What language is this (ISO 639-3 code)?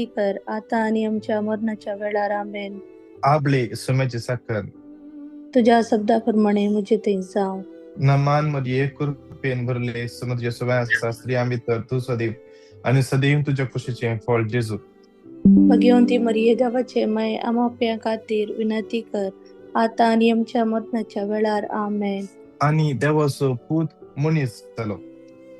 kok